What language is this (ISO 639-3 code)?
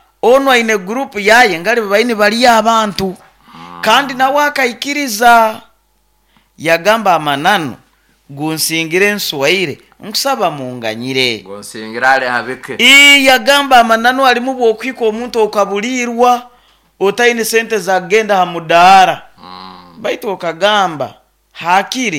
nyo